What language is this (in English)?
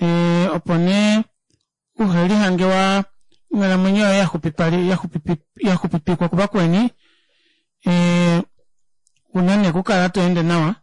Kuanyama